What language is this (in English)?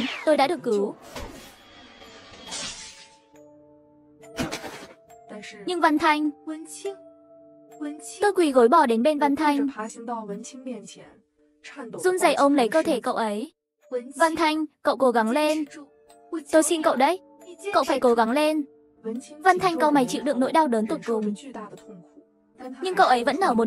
Vietnamese